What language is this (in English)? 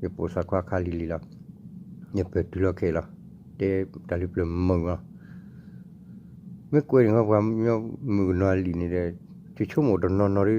S'gaw Karen